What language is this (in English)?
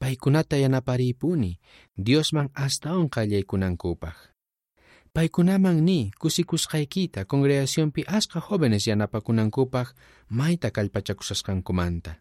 South Bolivian Quechua